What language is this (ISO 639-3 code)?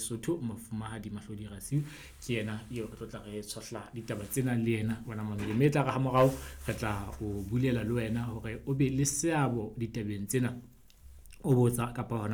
sot